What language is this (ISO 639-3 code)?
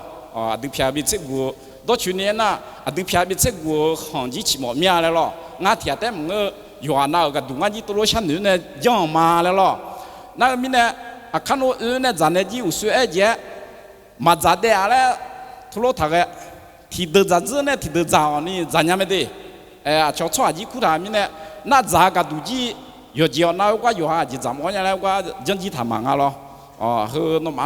ahk